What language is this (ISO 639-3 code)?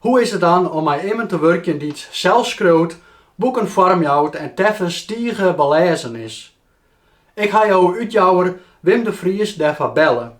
fry